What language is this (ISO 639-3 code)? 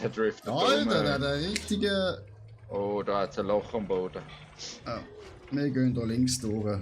gsw